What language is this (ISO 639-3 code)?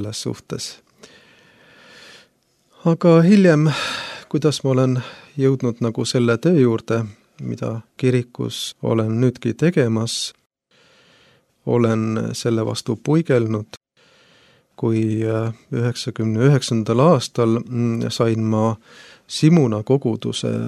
est